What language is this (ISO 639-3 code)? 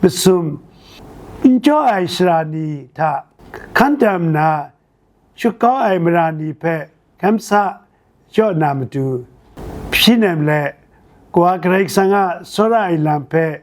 kac